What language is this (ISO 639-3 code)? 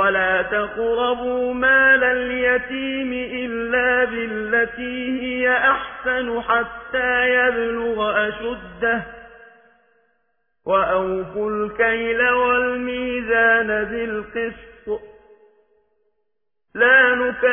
ara